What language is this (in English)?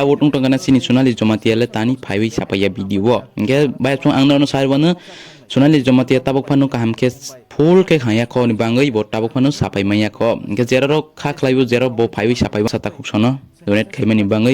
Kok Borok